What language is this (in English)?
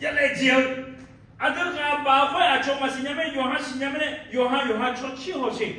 Akha